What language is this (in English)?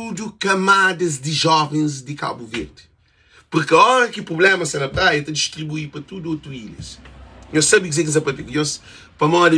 Kabuverdianu